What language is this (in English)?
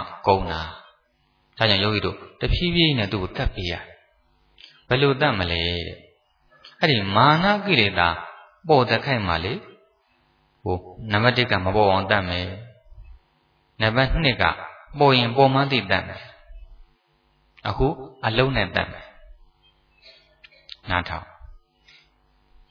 Burmese